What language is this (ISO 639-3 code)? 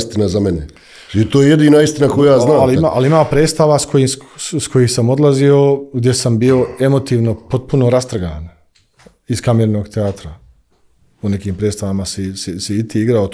bos